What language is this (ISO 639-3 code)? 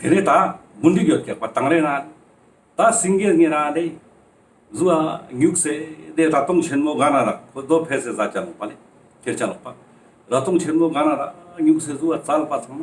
lbj